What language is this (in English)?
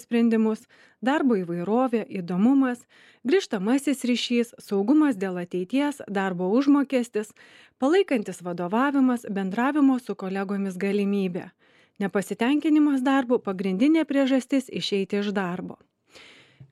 Lithuanian